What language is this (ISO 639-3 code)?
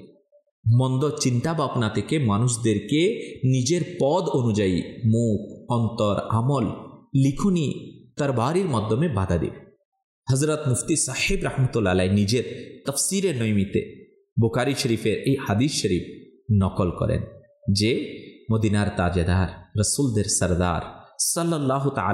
ben